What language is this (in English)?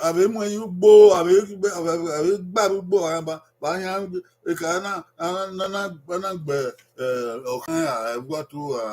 Bini